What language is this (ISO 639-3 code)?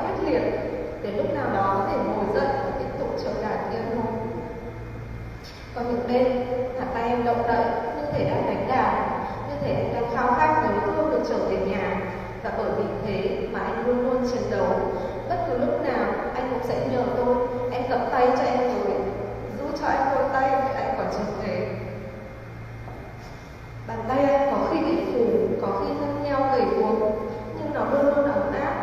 vie